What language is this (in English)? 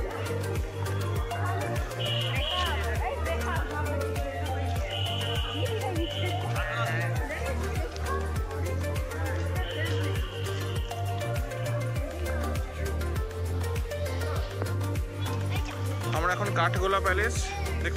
Bangla